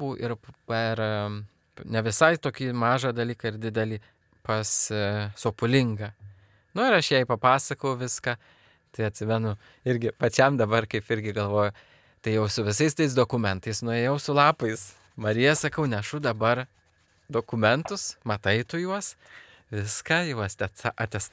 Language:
Lithuanian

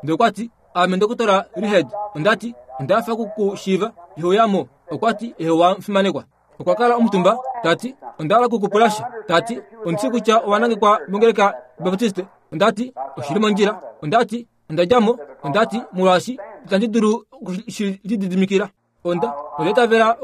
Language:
Kuanyama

